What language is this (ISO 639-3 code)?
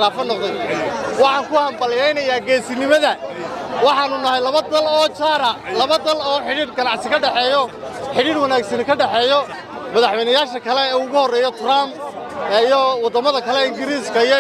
som